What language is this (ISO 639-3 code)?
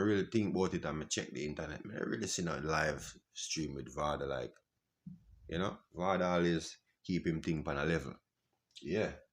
jam